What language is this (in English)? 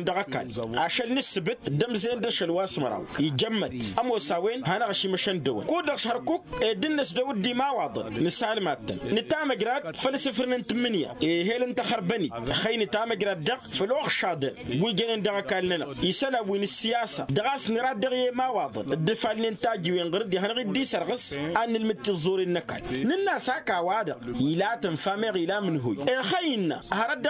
Tamasheq